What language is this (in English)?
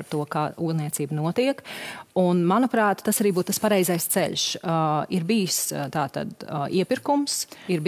Latvian